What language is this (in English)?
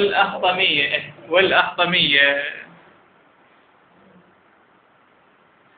Arabic